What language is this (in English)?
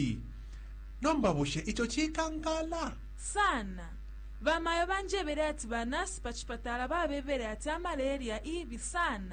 Bemba